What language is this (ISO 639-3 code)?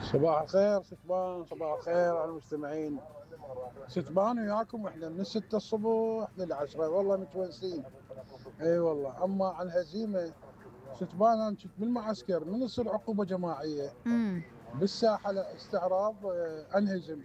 acm